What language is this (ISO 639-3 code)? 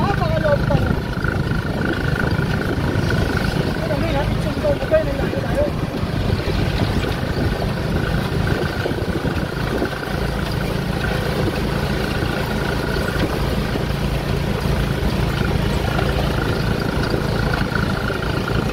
fil